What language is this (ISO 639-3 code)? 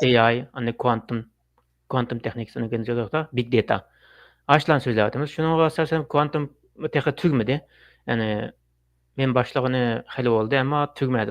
uig